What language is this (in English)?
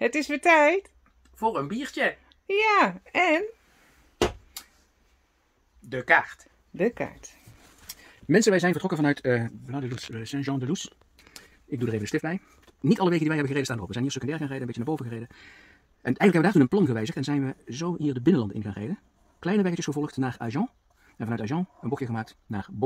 Dutch